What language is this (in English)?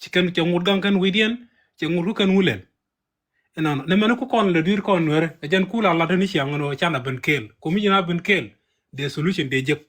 Nuer